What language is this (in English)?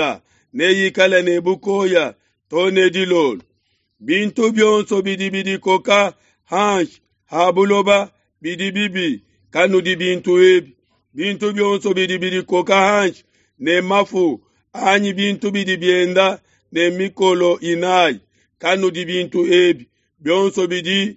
Luba-Lulua